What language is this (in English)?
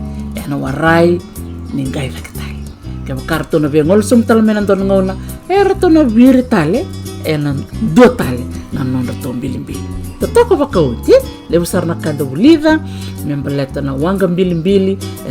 Fijian